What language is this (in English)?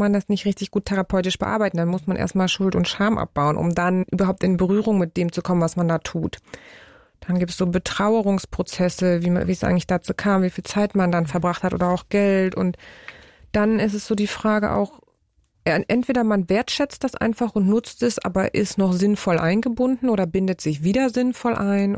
German